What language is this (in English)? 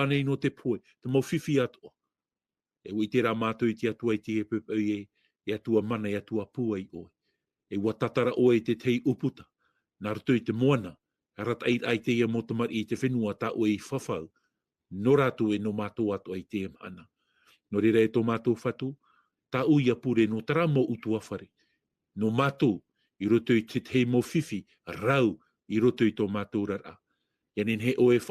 Tahitian